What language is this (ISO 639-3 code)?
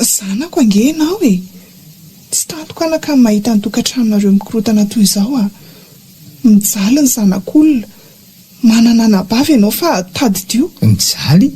mlg